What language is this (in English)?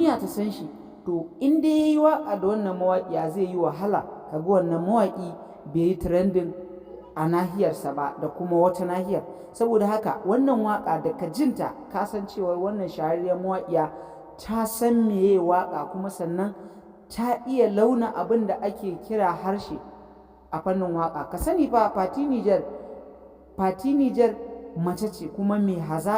Hausa